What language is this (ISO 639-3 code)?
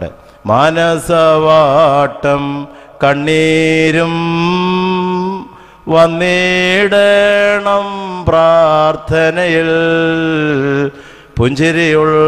mal